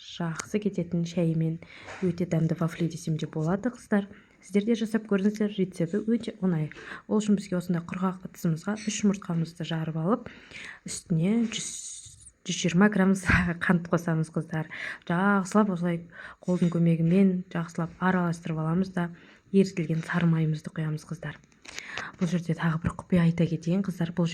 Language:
Kazakh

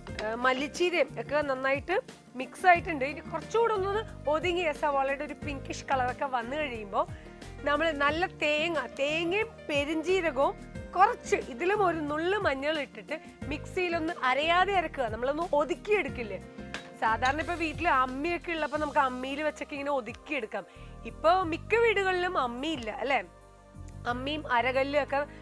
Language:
Malayalam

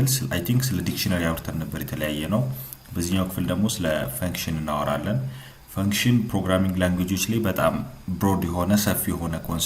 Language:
Amharic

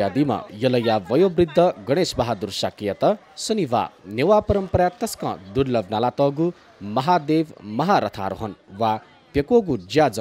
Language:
Newari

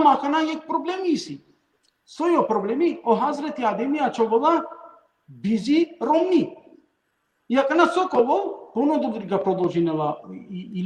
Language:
Balkan Romani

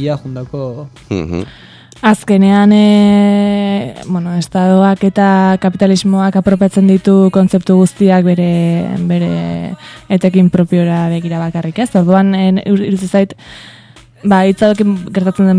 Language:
Basque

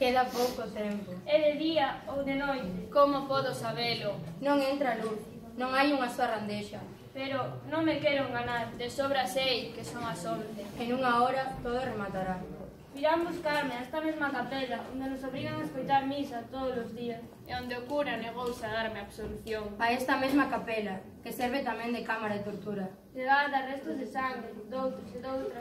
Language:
Galician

